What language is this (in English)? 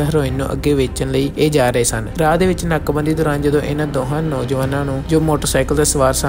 Punjabi